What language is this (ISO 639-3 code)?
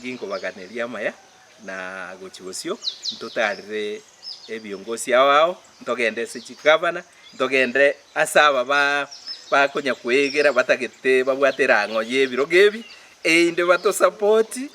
guz